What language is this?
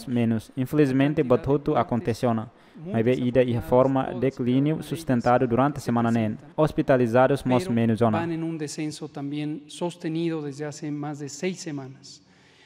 Tetum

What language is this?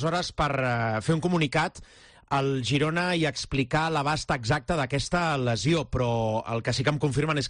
Catalan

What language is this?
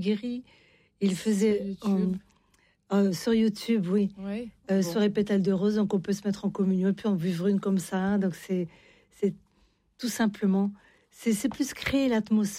French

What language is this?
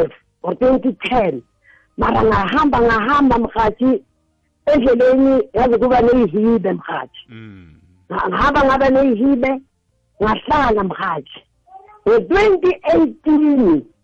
South Ndebele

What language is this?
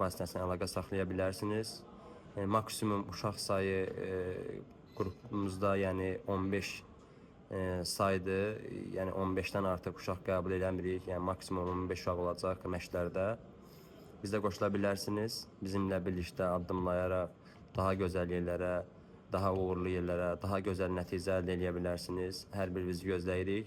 Azerbaijani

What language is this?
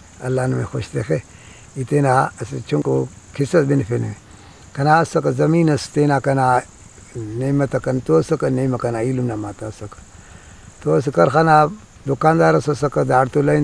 Brahui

